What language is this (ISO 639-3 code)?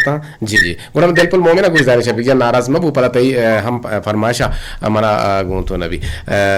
bgp